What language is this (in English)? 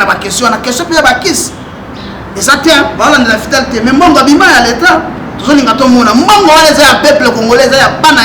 Lingala